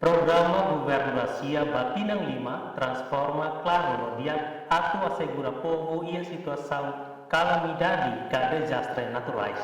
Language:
Tetum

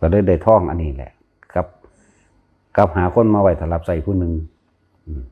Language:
Northeastern Thai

